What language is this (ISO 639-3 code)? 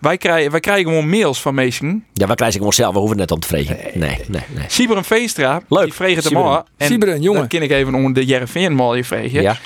fry